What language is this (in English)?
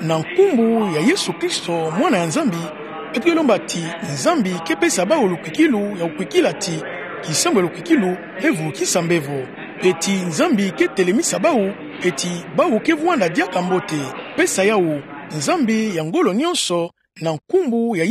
Kituba (Democratic Republic of Congo)